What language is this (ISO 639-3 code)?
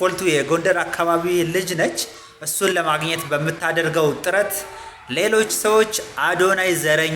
amh